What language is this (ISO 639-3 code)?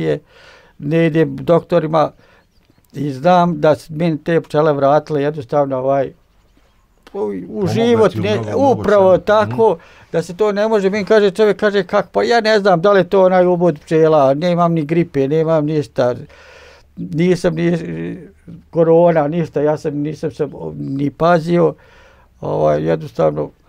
bos